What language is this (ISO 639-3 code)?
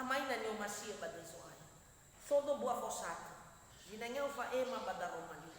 nia